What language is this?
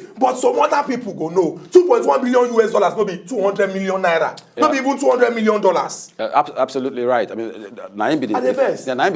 Nigerian Pidgin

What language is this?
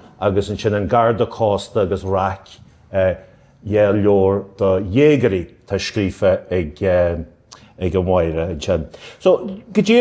Irish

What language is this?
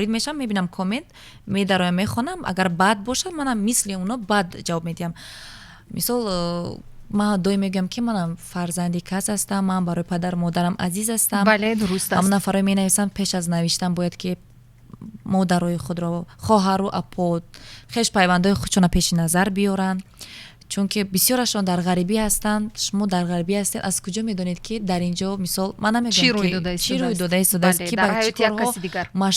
Tajik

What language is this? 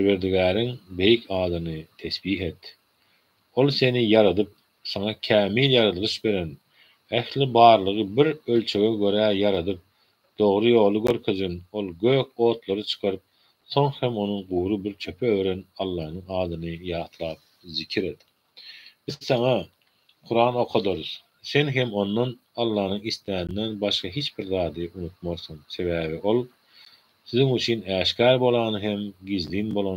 Turkmen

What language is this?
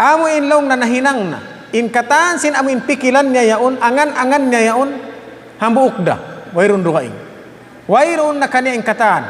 Tausug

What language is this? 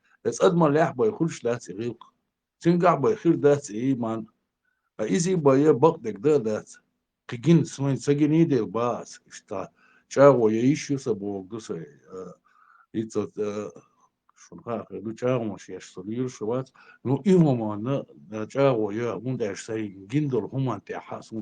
Chechen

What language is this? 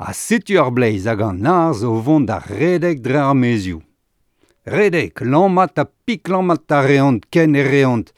Breton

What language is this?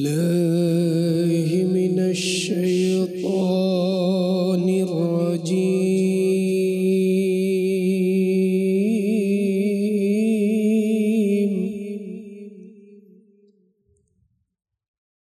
Bangla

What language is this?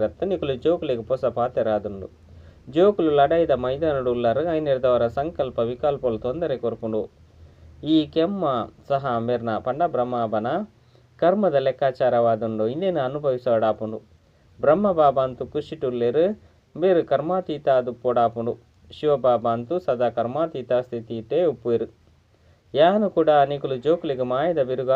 Tulu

